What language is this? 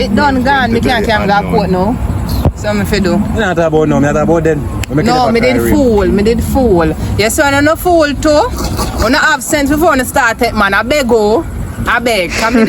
Jamaican Creole English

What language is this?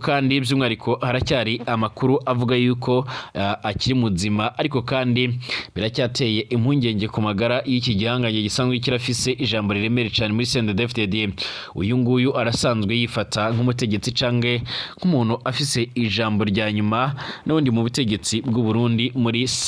Rundi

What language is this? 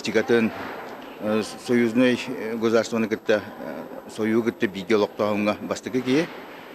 Yakut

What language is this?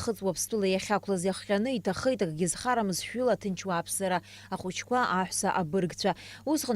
Abkhazian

